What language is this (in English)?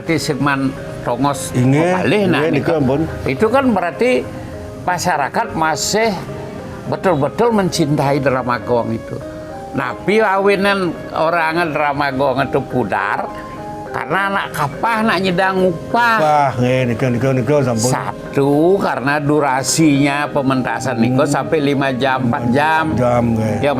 Balinese